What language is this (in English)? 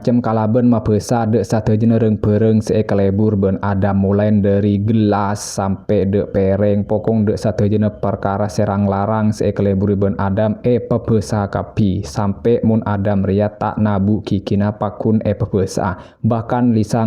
Madurese